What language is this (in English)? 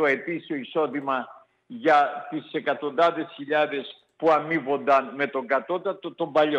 Greek